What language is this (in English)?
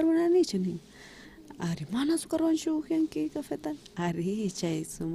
South Bolivian Quechua